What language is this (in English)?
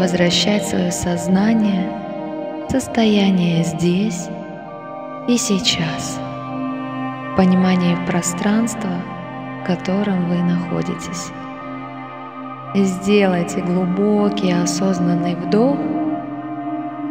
Russian